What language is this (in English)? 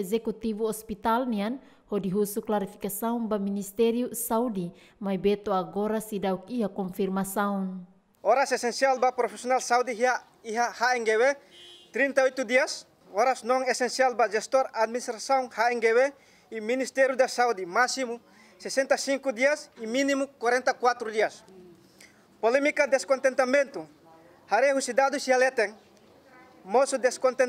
Tetum